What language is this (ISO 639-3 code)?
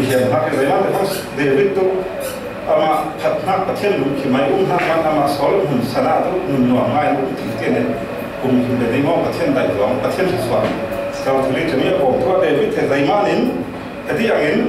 cfm